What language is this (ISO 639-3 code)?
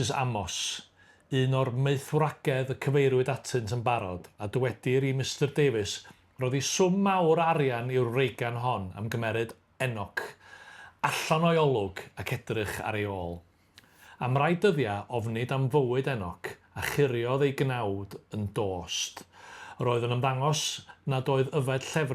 cym